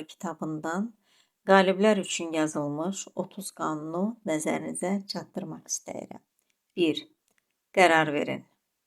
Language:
Azerbaijani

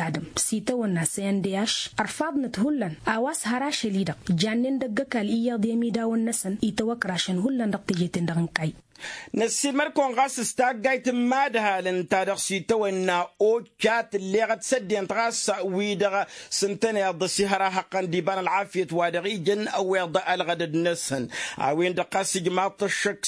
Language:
Tamasheq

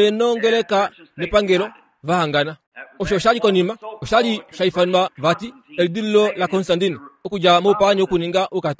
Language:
Kuanyama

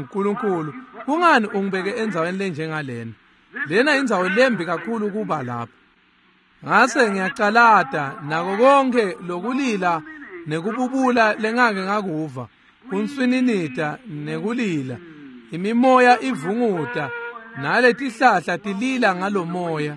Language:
Swati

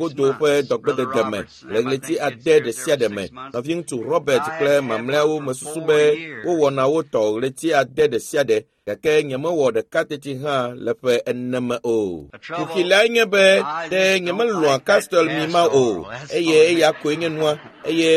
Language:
Ewe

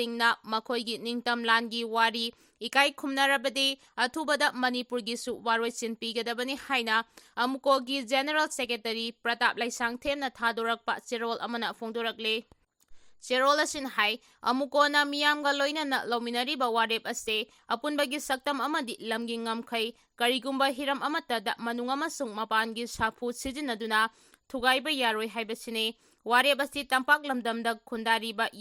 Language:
Manipuri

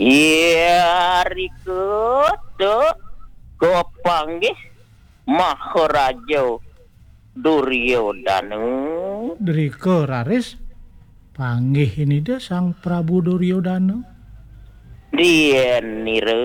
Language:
Balinese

